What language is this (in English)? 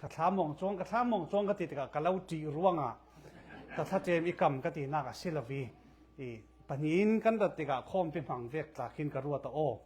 Falam Chin